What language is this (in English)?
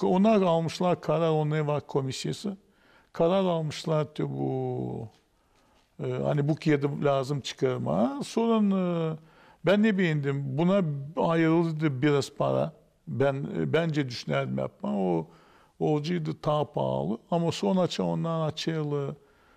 Gagauz